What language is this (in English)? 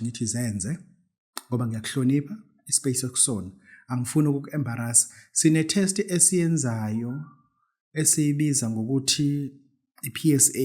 Zulu